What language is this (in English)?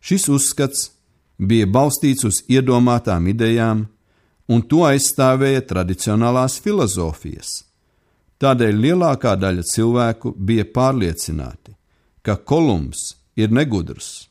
Latvian